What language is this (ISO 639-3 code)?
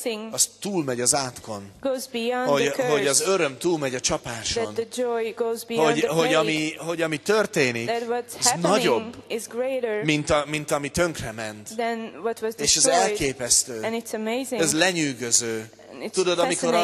hun